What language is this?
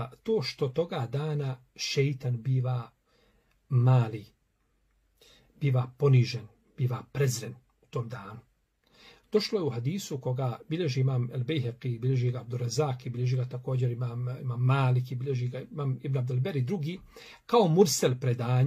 Bosnian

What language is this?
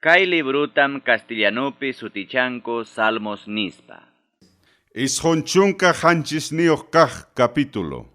Ayacucho Quechua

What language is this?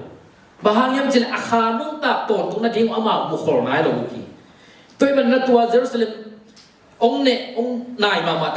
Tedim Chin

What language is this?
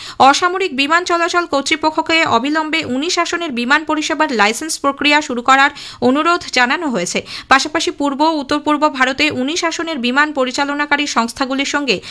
Bangla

